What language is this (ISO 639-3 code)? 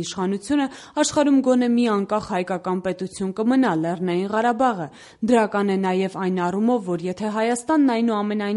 hye